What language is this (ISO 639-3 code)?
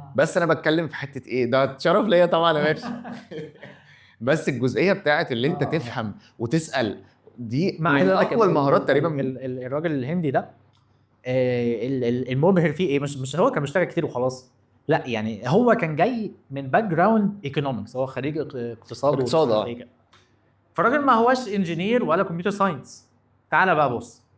arz